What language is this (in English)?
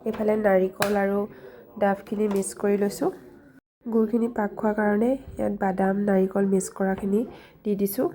Assamese